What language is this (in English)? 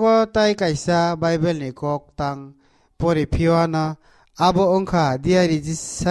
Kok Borok